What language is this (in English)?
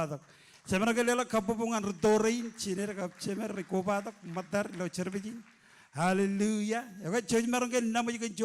Marshallese